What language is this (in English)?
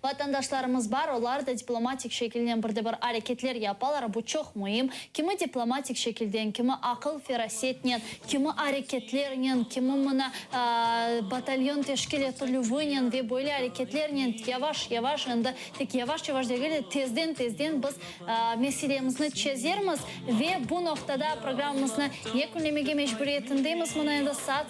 Crimean Tatar